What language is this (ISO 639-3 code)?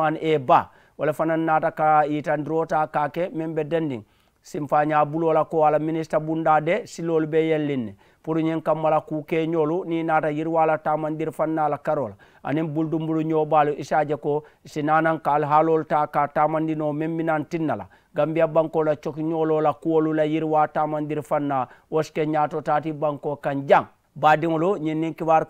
man